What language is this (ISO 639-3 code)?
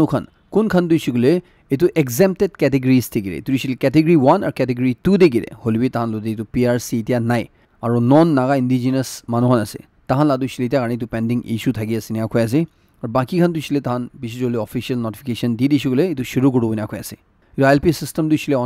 nag